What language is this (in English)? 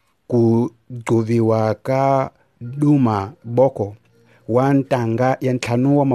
Tsonga